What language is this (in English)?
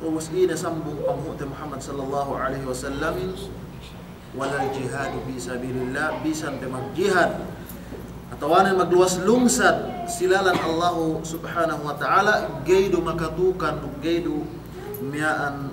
Yakan